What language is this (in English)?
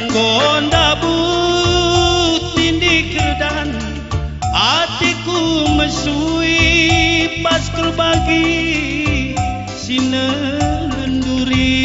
Batak Karo